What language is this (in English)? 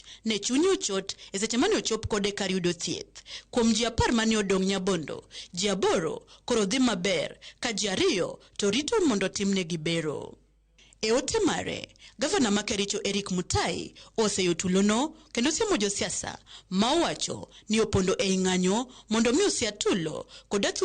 Luo (Kenya and Tanzania)